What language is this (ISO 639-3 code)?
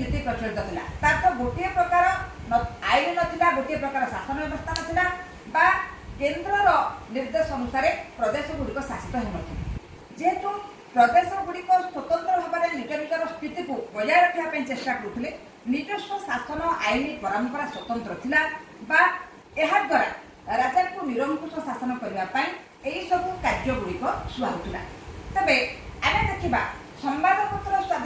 ori